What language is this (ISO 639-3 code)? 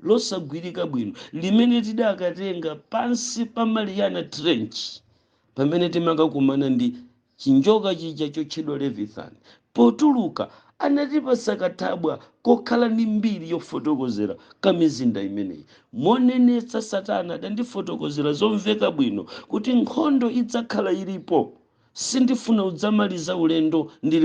nya